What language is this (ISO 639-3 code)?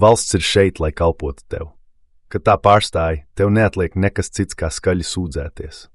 lav